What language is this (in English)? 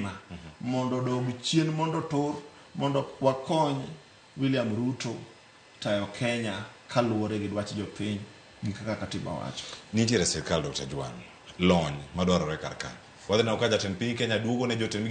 Luo (Kenya and Tanzania)